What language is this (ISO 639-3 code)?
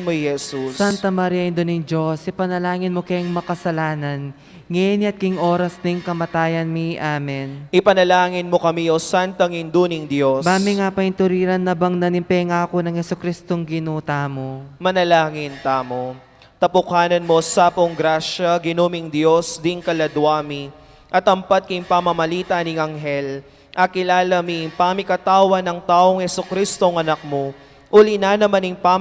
pam